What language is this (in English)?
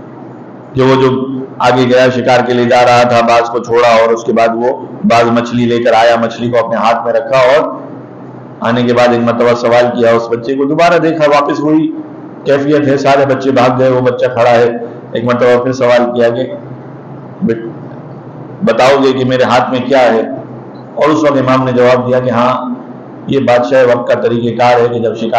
Urdu